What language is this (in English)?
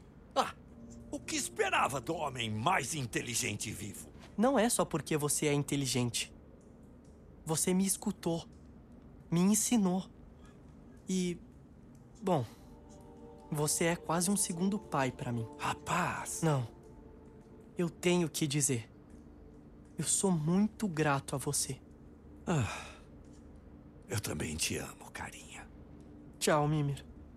Portuguese